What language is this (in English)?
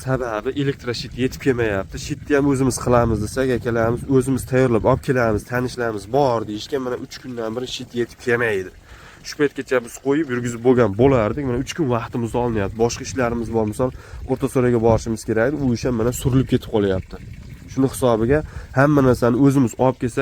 Uzbek